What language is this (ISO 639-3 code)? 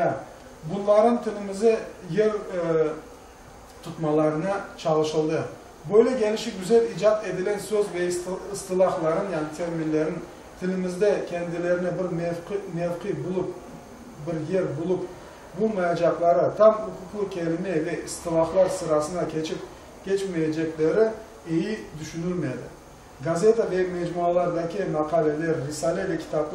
crh